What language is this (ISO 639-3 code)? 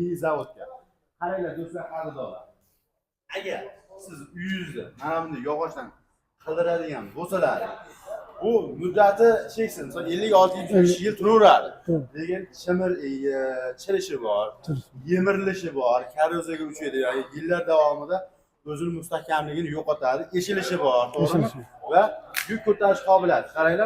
uzb